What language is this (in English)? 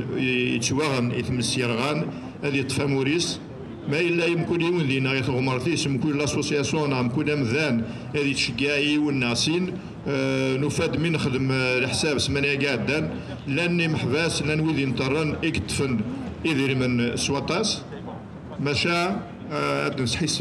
Kabyle